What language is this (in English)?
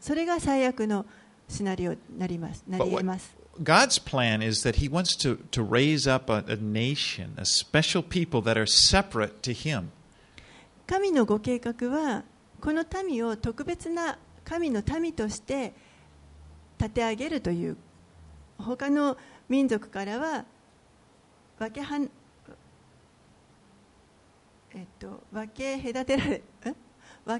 Japanese